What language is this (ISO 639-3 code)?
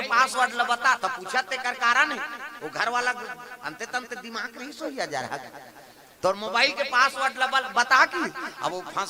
hne